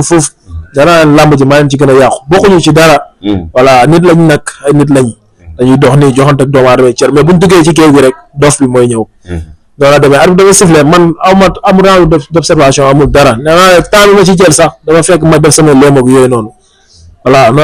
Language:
Wolof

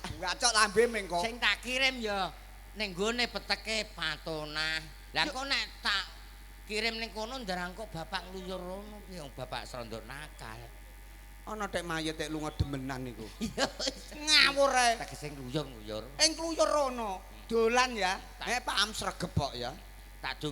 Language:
Javanese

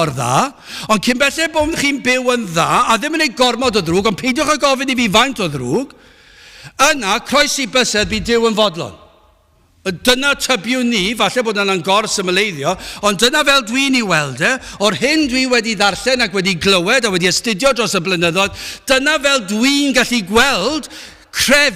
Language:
Welsh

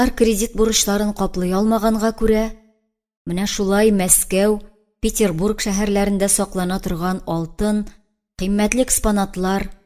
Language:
Tatar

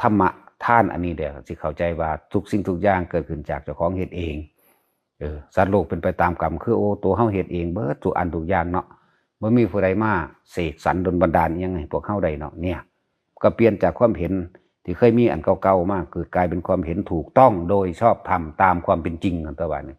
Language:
Northeastern Thai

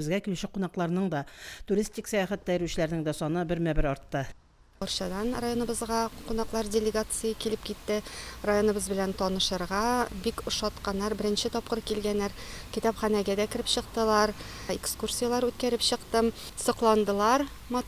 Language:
Tatar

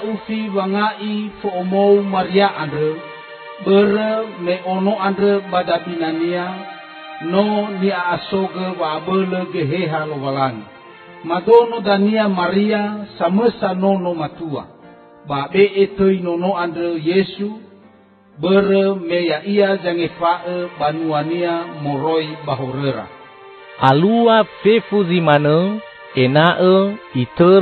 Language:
Nias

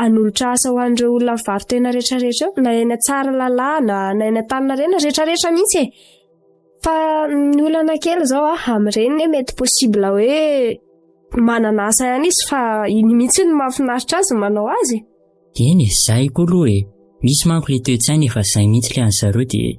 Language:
Malagasy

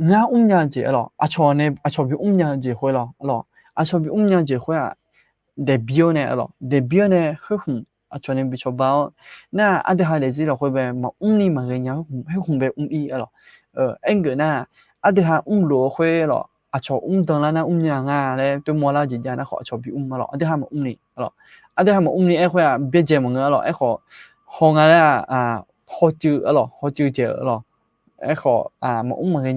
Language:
Akha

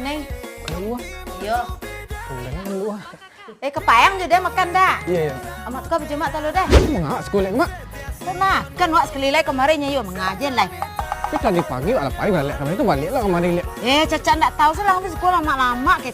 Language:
Minangkabau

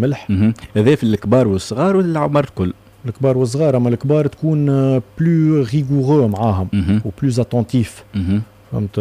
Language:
Tunisian Arabic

